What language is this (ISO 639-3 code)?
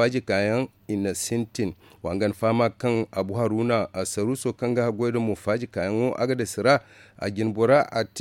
dje